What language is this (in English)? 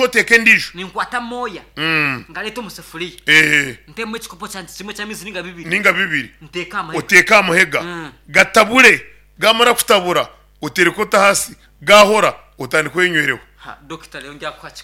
Nyankole